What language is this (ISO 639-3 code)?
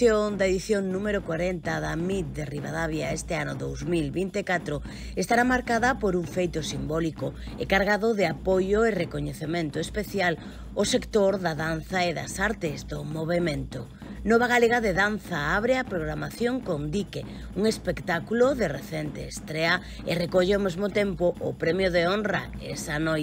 glg